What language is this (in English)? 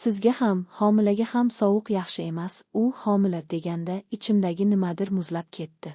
Uzbek